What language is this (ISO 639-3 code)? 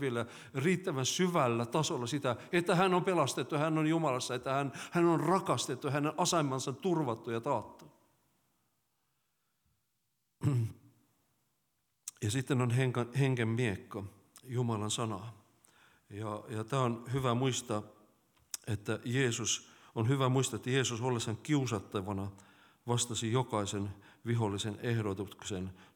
fin